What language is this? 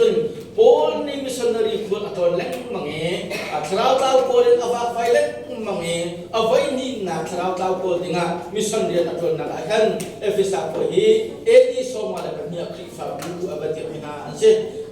Hakha Chin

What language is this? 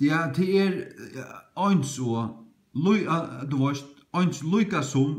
Faroese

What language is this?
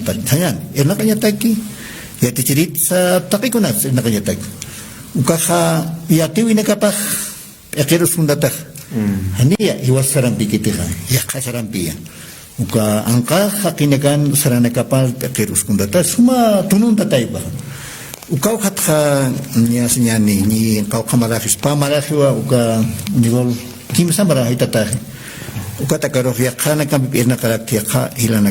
Aymara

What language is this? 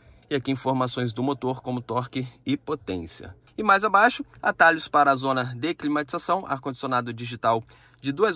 Portuguese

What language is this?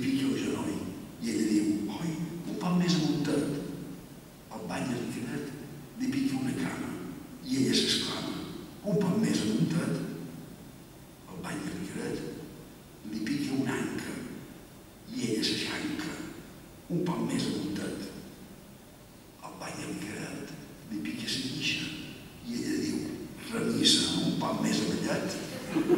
Catalan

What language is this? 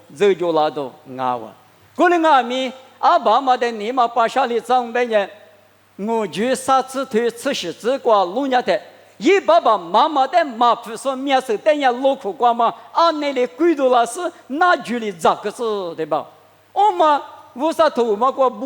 Lisu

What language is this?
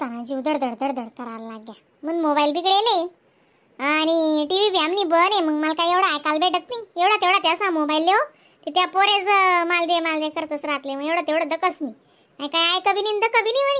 Khandesi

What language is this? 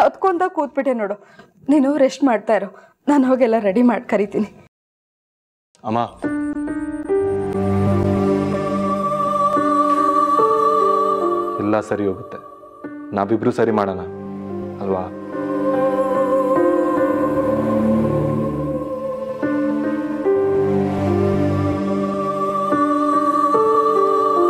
Kannada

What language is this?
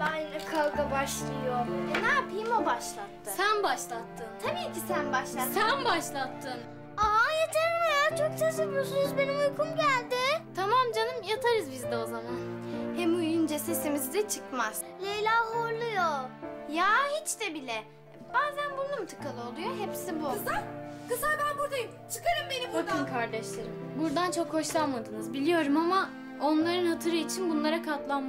Turkish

